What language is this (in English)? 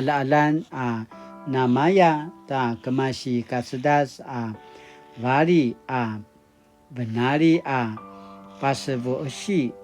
Paiwan